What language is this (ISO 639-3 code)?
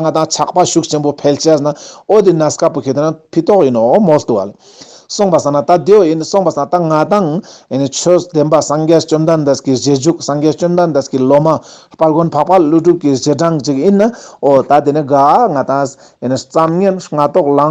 lbj